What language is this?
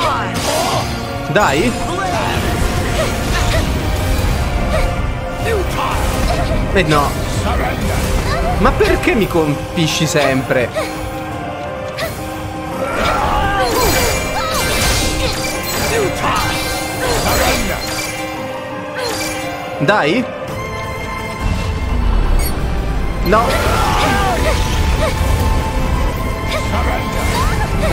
Italian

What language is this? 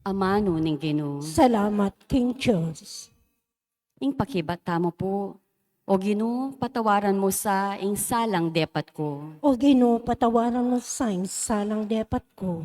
Pampanga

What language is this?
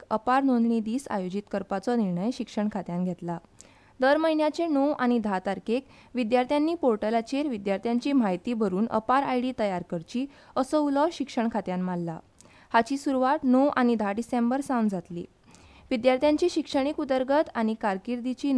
Konkani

